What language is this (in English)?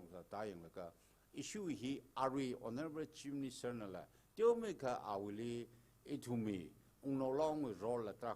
Tangkhul Naga (India)